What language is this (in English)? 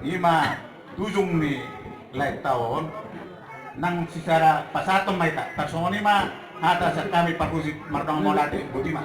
Batak Toba